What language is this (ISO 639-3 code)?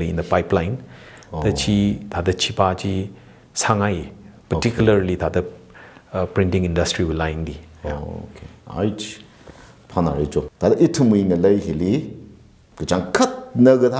nmf